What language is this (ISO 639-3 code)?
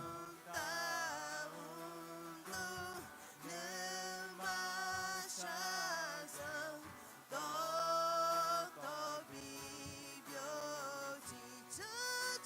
ahk